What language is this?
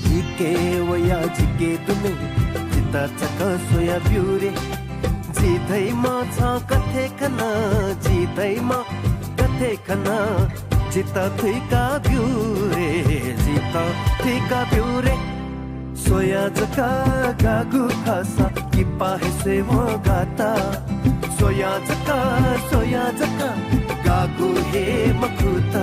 Newari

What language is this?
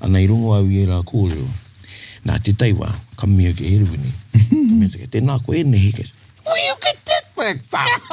Māori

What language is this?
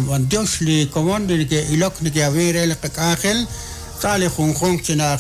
Kekchí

